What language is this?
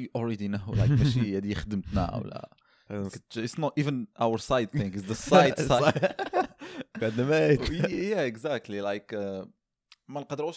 Moroccan Arabic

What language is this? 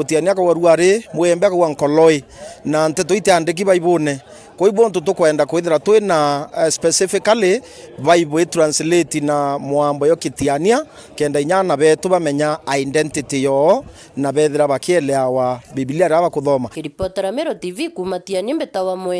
Meru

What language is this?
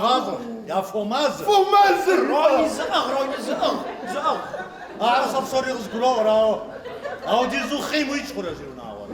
Kabardian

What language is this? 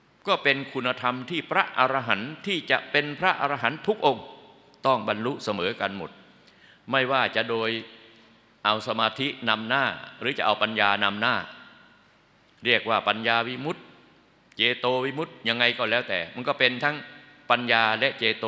Thai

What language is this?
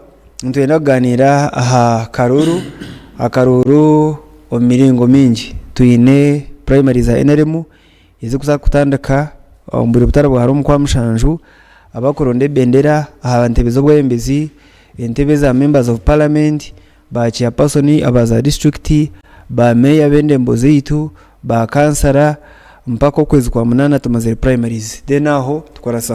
Nyankole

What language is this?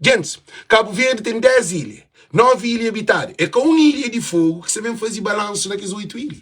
Kabuverdianu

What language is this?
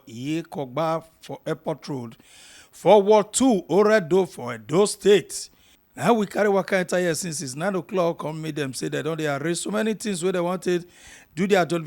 Nigerian Pidgin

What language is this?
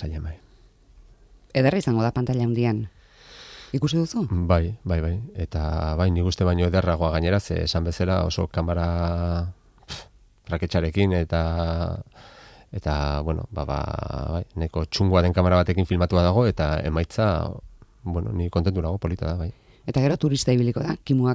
Basque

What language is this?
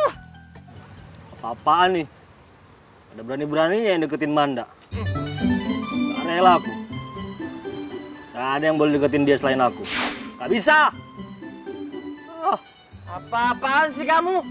Indonesian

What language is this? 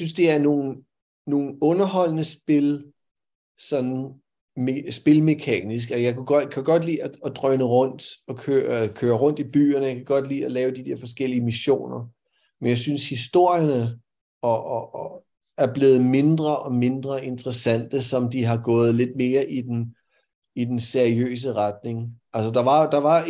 Danish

